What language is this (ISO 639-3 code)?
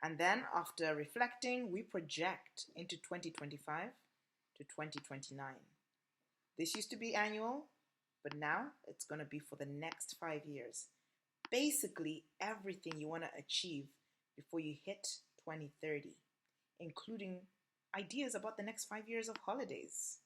eng